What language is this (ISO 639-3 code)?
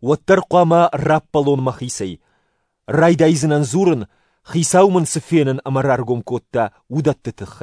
oss